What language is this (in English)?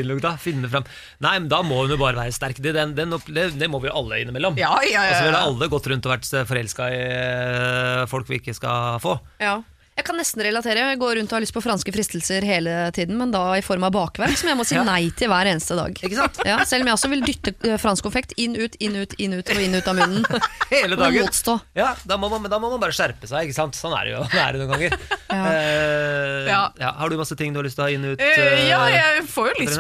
Norwegian